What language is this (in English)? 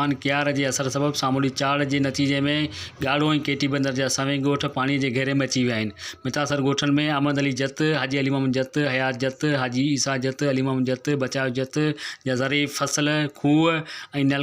Sindhi